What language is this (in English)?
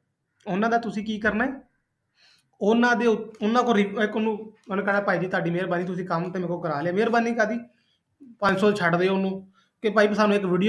Punjabi